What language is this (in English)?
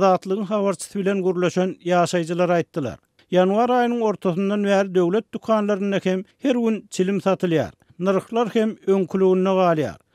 Turkmen